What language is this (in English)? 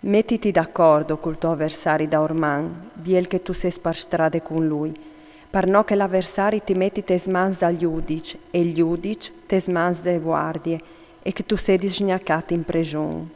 Friulian